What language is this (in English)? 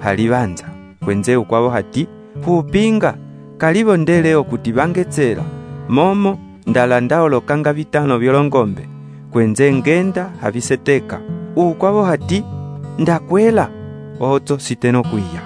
Umbundu